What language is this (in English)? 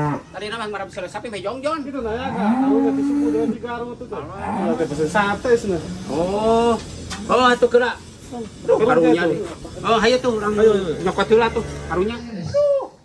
Sundanese